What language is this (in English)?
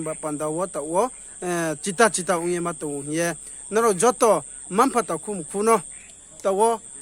Riang (India)